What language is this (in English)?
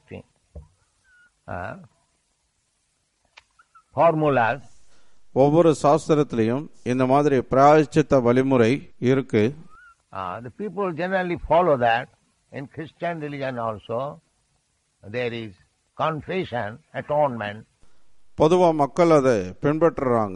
Tamil